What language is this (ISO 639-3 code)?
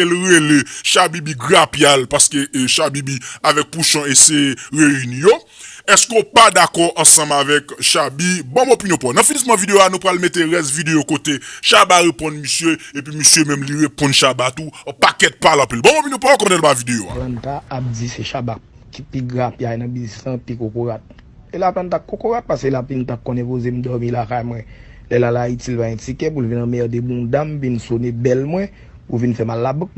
hat